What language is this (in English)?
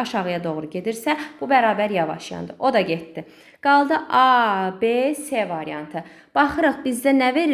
Azerbaijani